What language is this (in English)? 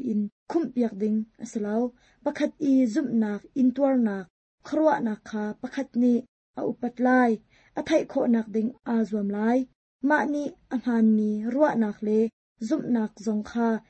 Hakha Chin